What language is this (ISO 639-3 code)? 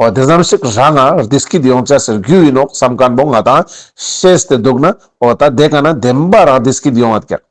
lbj